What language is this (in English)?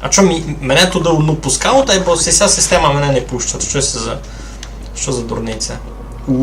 Rusyn